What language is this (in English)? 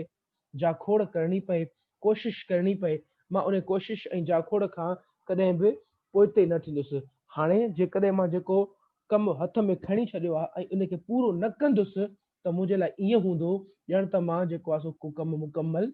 Sindhi